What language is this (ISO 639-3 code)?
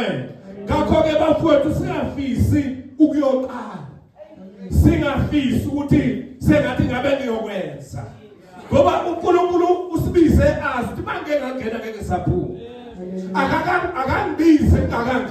zul